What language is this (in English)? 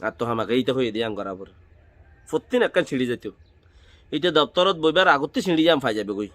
Rohingya